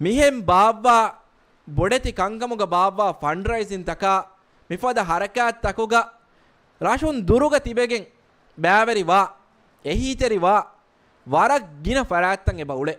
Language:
Divehi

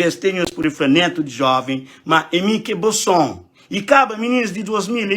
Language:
Kabuverdianu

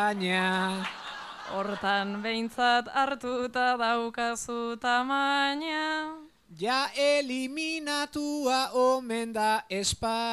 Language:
Basque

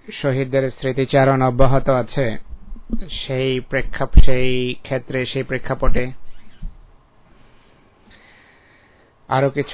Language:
Bangla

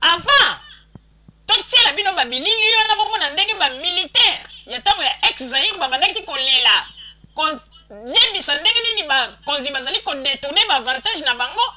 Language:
Lingala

